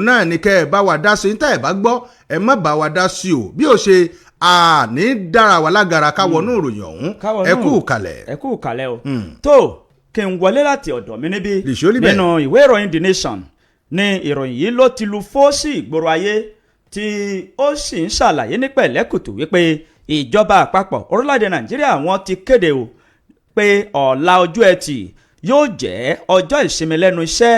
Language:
Yoruba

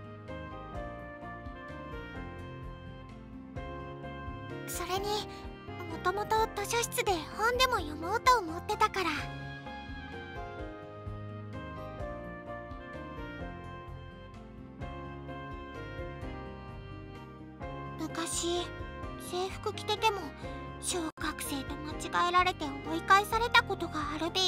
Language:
Japanese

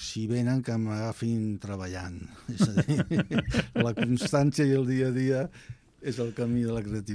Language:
Catalan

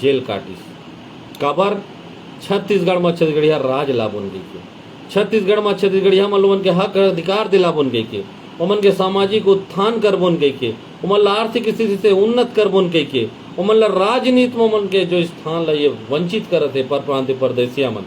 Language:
Chhattisgarhi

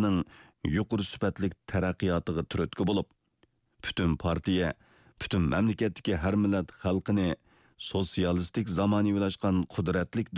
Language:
Uyghur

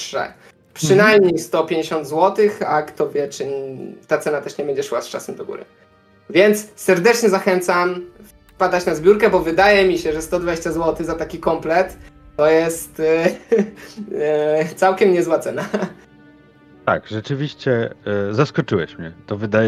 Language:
Polish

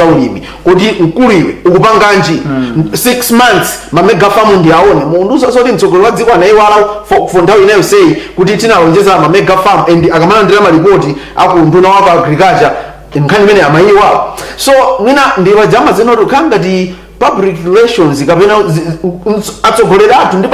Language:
Nyanja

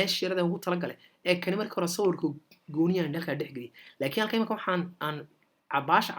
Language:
Somali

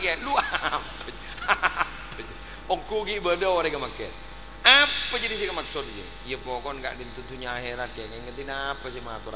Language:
Madurese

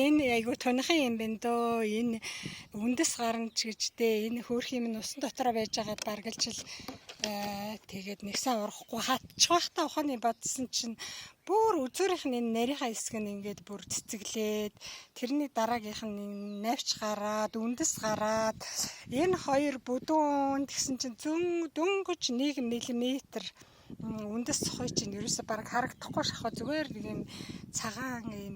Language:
Mongolian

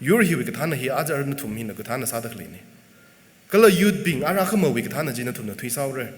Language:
Tangkhul Naga (India)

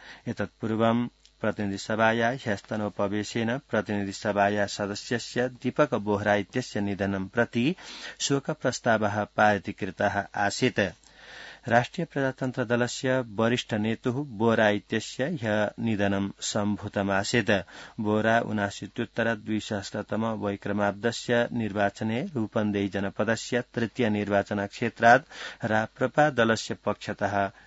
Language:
Sanskrit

